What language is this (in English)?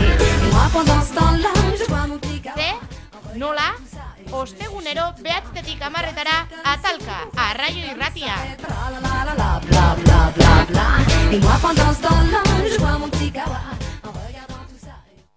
Basque